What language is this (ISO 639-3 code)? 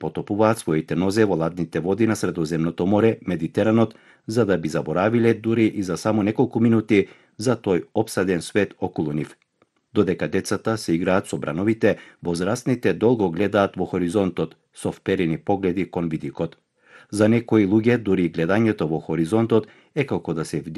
mkd